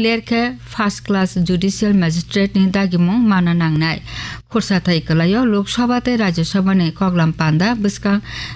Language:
Kok Borok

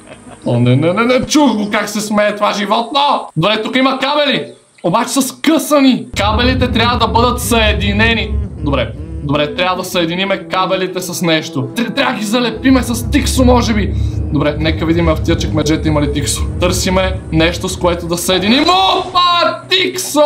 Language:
Bulgarian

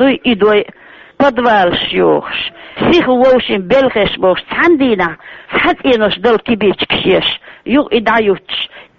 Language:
Chechen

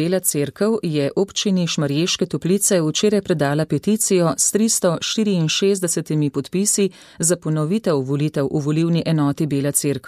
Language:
Slovenian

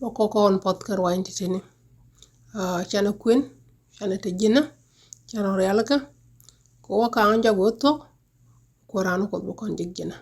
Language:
Nuer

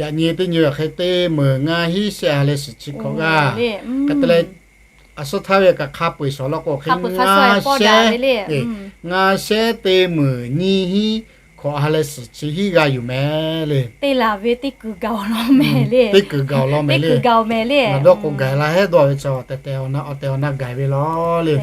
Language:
Lahu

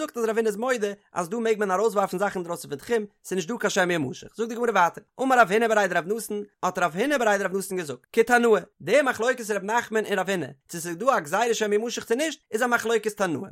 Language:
Yiddish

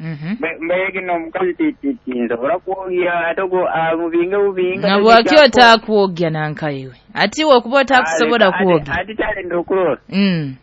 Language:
Nyoro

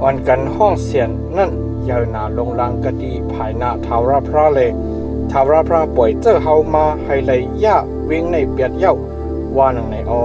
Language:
Shan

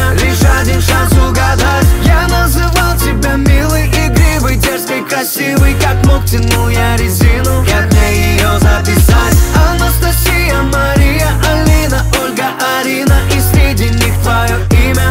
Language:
Russian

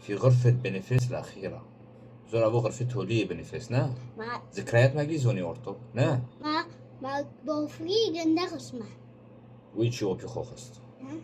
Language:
Kurdish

